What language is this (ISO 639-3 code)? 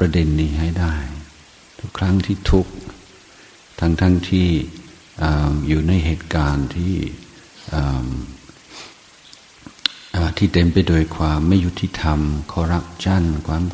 tha